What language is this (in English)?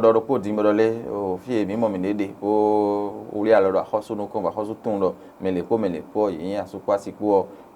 Fon